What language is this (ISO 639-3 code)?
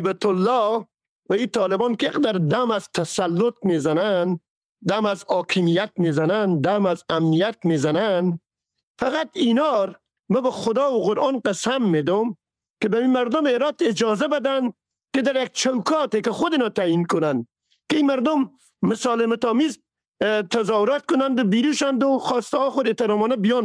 fas